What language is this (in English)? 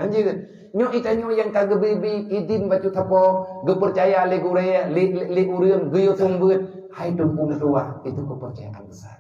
Achinese